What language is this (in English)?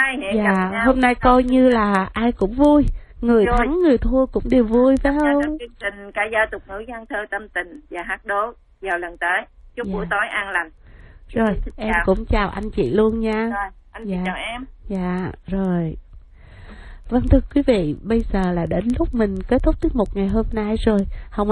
Vietnamese